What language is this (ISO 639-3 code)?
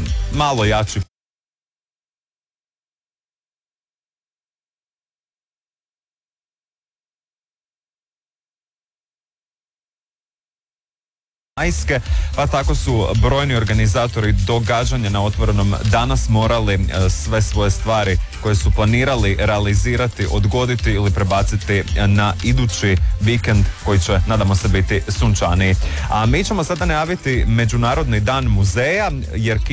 hrv